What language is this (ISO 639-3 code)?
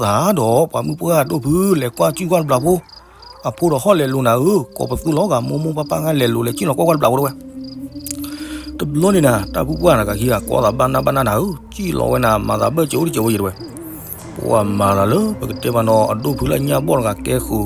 ksw